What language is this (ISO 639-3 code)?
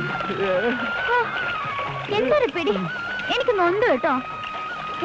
mal